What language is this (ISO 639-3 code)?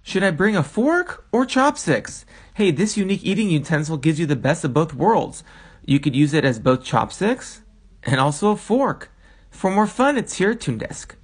eng